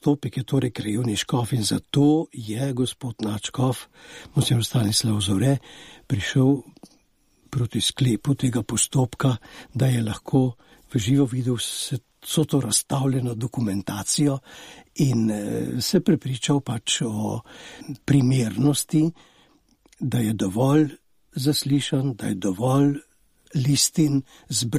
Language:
Slovenian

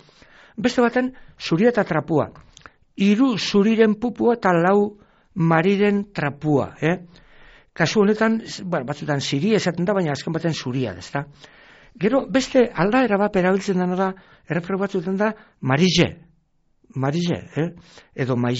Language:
Basque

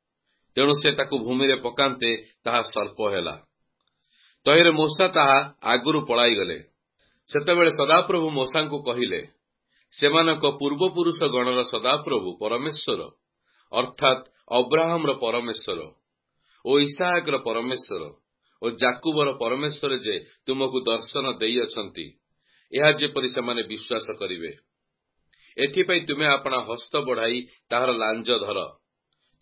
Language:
Odia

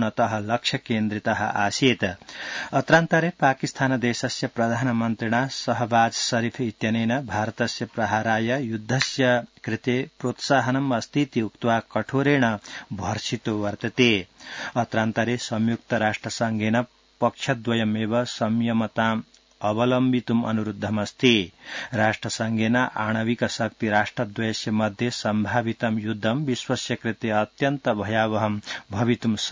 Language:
Sanskrit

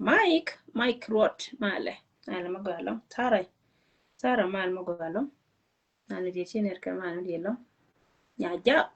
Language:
Nuer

